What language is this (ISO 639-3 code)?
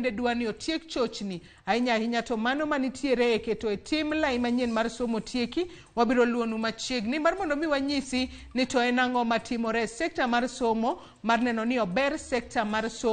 luo